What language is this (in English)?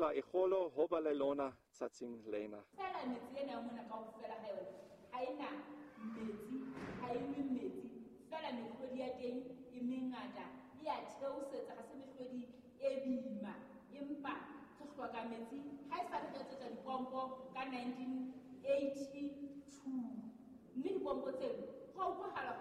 Southern Sotho